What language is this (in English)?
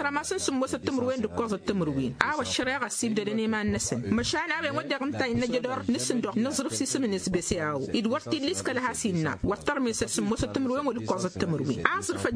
Tamasheq